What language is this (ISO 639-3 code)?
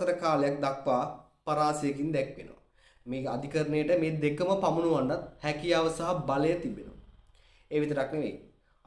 sin